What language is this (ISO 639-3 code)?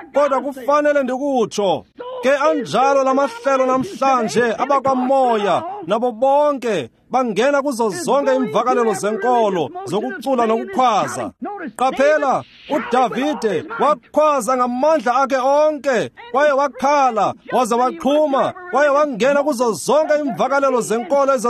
xho